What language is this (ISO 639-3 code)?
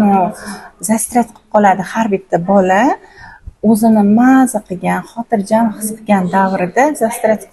uzb